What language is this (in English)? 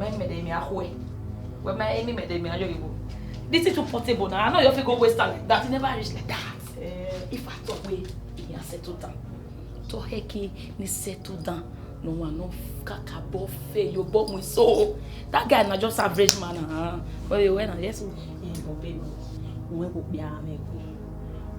Bini